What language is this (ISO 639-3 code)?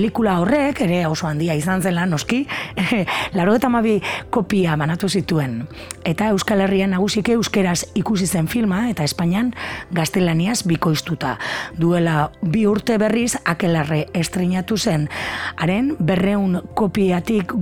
eus